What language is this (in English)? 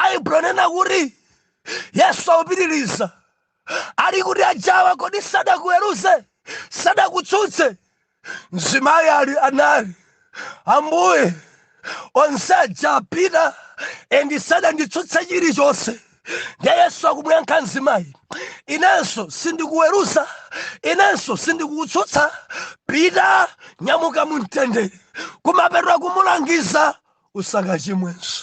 Nyanja